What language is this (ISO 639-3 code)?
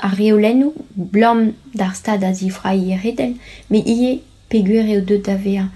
bre